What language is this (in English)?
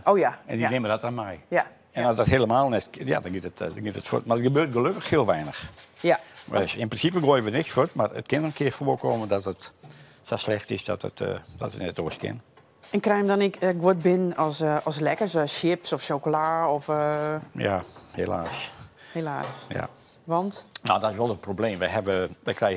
Western Frisian